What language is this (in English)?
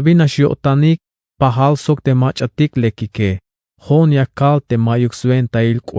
Tzeltal